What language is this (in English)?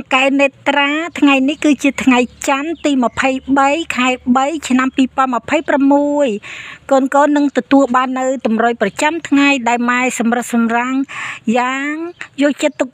Khmer